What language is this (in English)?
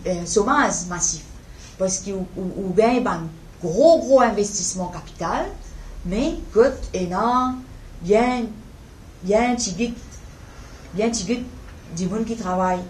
Morisyen